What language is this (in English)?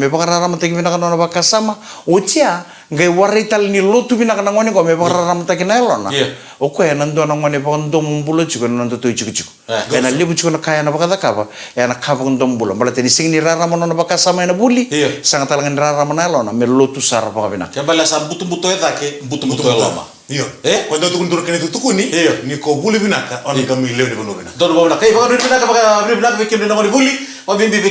Fijian